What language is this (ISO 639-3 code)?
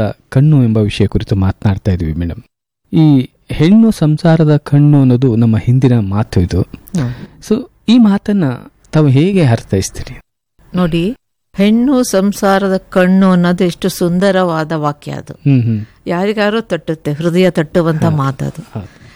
kan